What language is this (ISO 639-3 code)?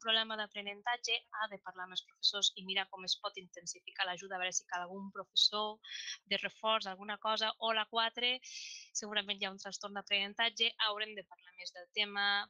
cat